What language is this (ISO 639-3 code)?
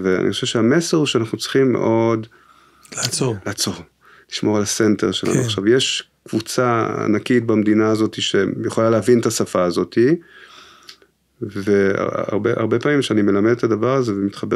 heb